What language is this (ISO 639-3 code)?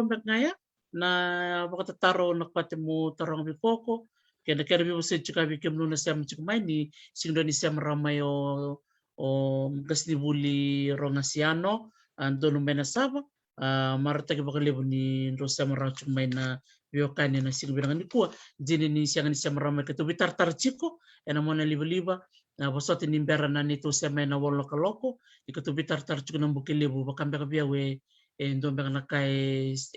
fij